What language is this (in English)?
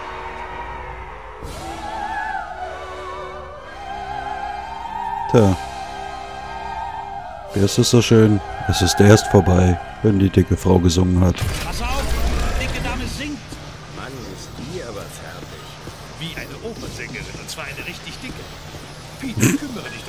German